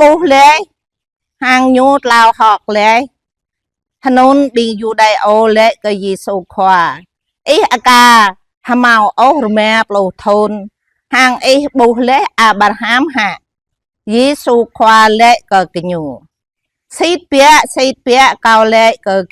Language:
Jarai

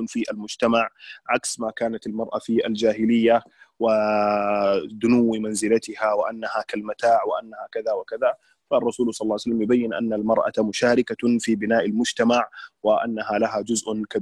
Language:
Arabic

